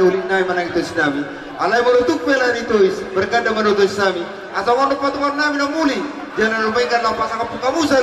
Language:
Batak Toba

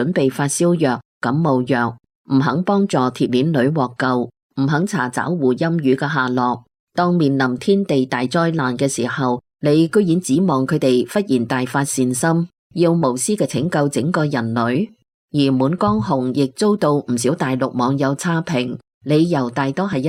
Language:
Cantonese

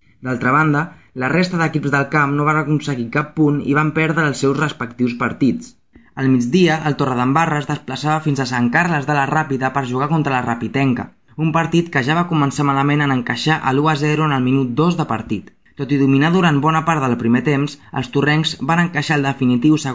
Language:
Catalan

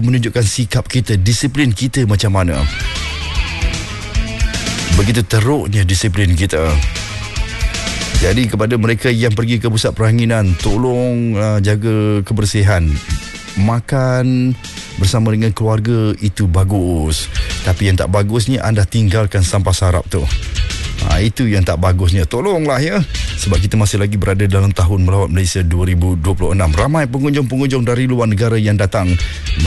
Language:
Malay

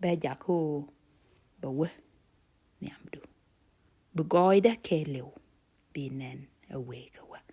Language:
Nuer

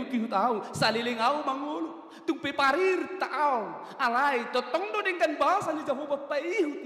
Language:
Batak Toba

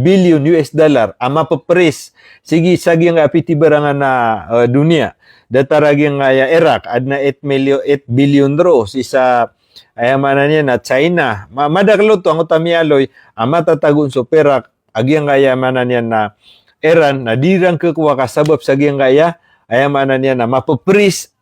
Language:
Maranao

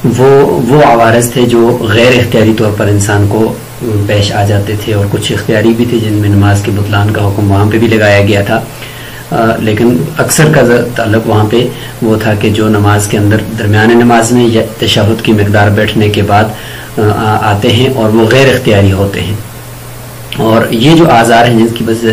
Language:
Urdu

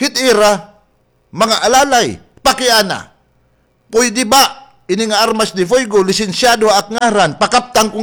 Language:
Waray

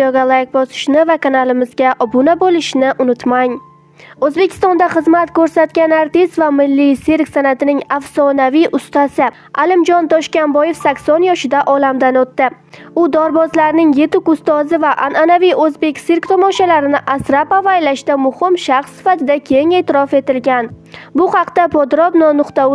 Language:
Uzbek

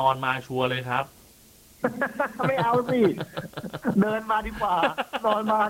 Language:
Thai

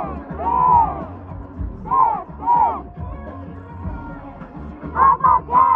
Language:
Korean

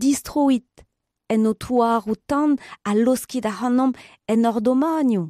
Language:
Breton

